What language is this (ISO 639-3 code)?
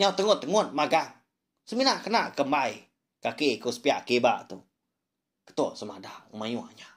iba